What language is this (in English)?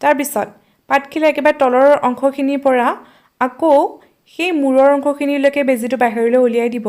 Assamese